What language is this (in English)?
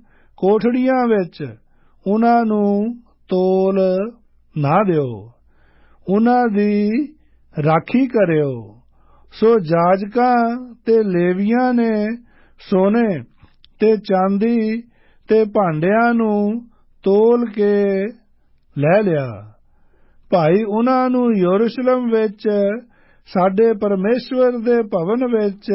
Punjabi